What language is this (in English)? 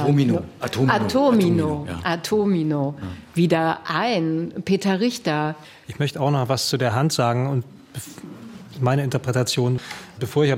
German